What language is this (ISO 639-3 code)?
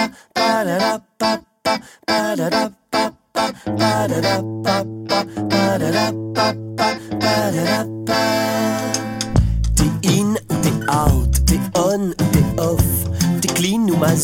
fra